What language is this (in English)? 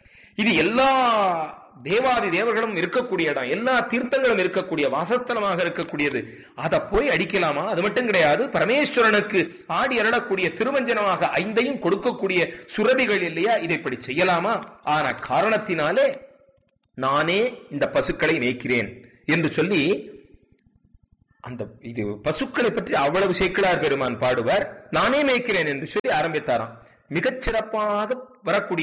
Tamil